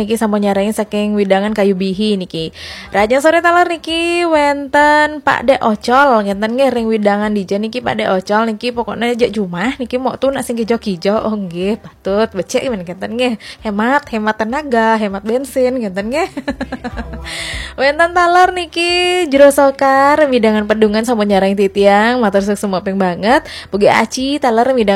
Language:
Balinese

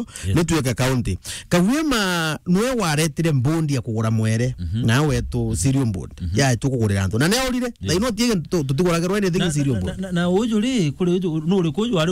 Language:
Meru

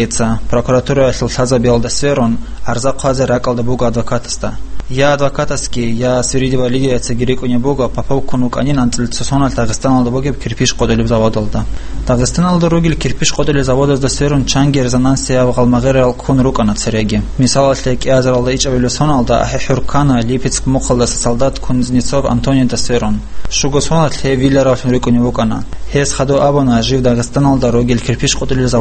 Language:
Avaric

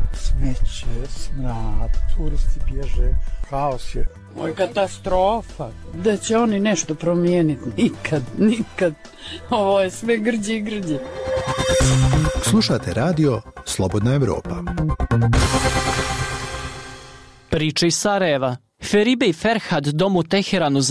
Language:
Bosnian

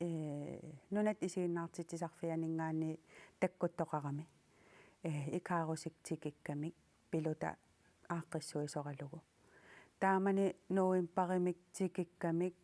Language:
Kalaallisut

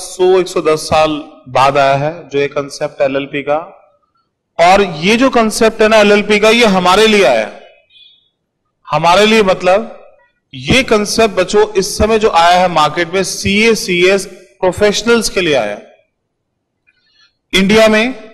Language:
Hindi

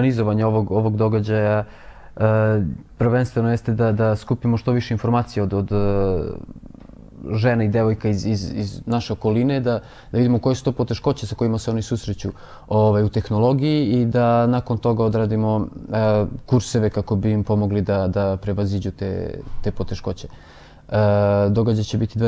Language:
Serbian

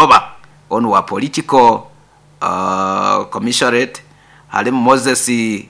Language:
Nyoro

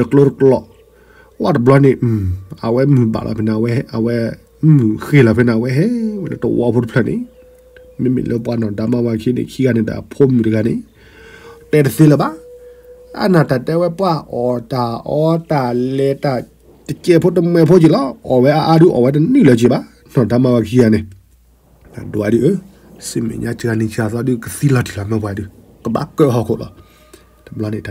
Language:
S'gaw Karen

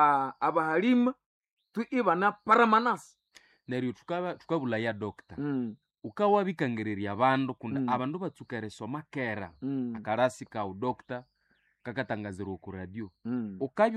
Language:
Nande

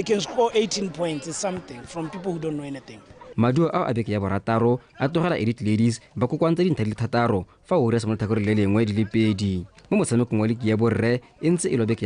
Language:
Tswana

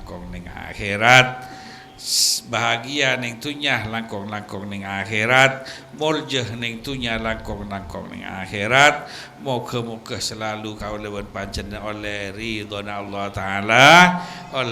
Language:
Madurese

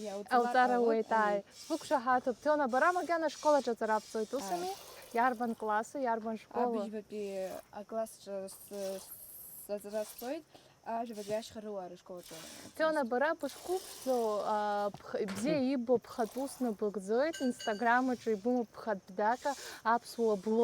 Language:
Abkhazian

